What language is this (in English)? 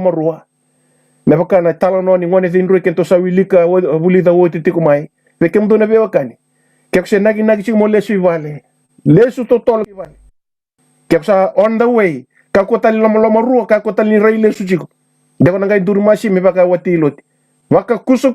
Fijian